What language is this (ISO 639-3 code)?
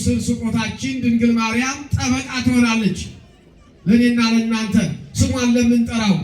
amh